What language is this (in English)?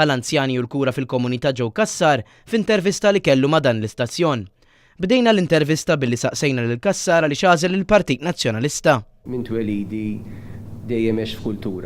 Maltese